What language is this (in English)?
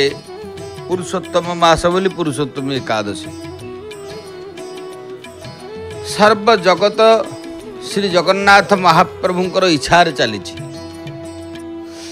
Odia